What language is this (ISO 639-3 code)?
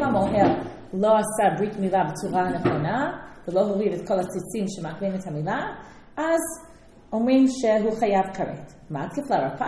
heb